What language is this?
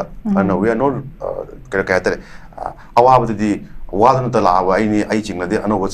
Manipuri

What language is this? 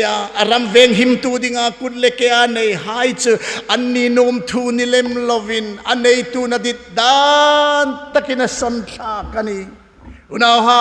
Hmar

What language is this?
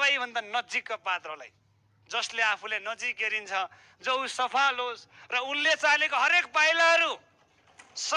Nepali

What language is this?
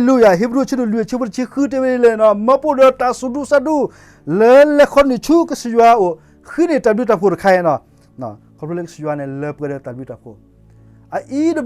S'gaw Karen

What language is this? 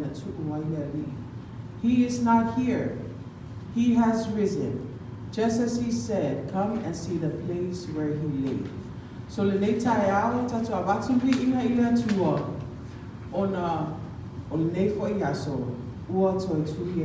Samoan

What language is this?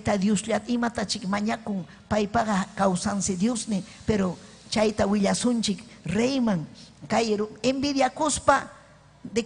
Ayacucho Quechua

